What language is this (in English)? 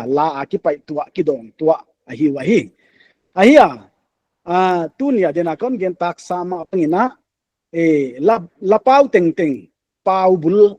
Paite Chin